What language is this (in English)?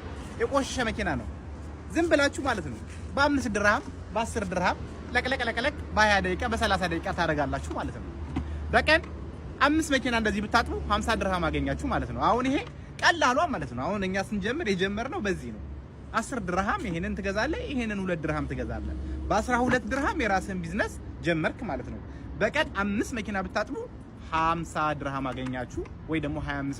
Amharic